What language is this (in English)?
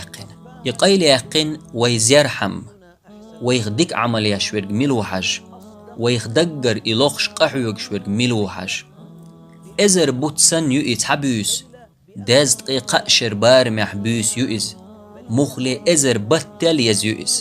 Chechen